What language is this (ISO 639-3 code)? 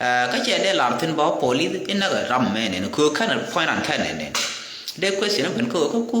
nus